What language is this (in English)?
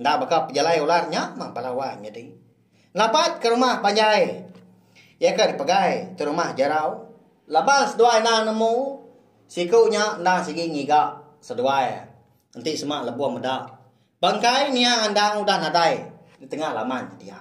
Iban